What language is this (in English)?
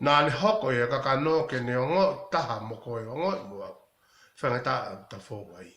Tongan